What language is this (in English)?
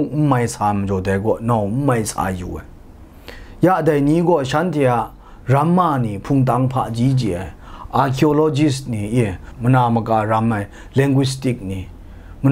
Kachin